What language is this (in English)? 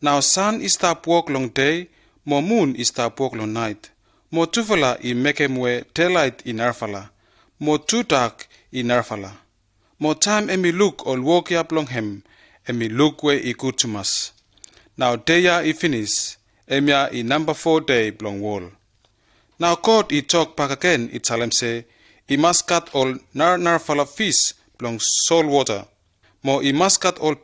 Bislama